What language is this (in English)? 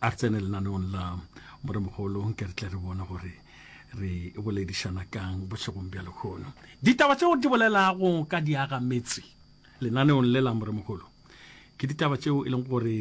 Northern Sotho